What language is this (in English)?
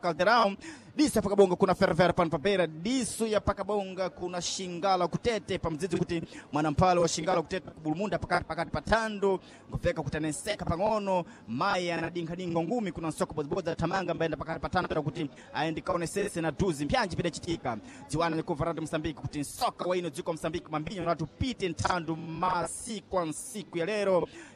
Sena